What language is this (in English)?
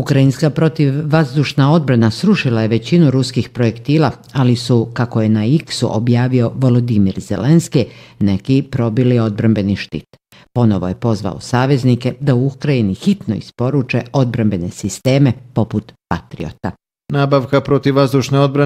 Bosnian